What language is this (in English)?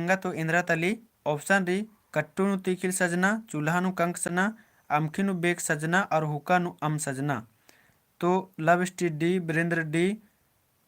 Kurukh